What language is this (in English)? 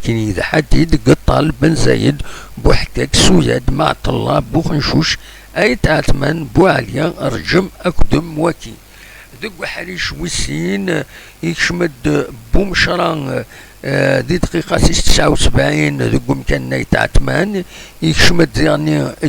Kabyle